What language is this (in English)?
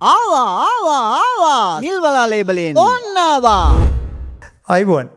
Sinhala